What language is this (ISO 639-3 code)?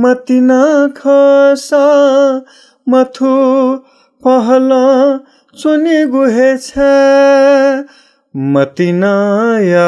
new